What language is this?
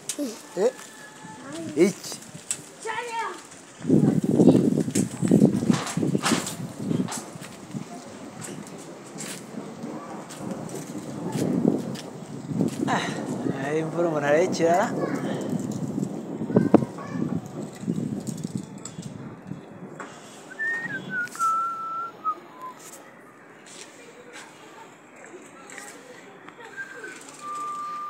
Kinyarwanda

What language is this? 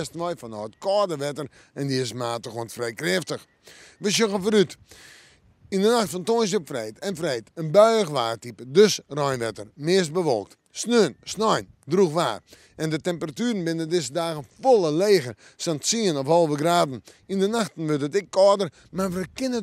Western Frisian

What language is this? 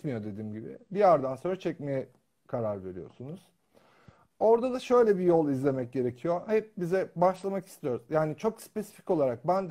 Turkish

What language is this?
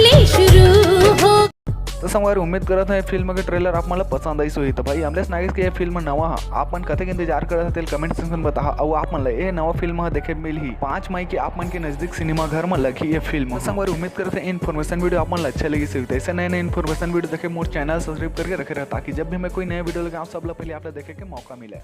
Chhattisgarhi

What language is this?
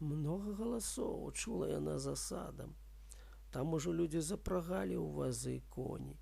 Belarusian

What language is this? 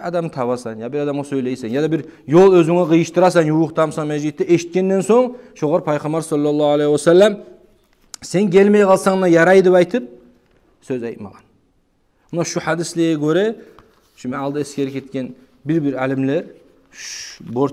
Kumyk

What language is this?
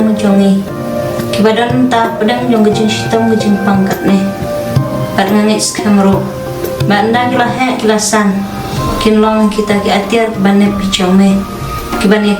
Khasi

